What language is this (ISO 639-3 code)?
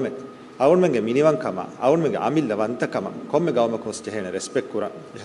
div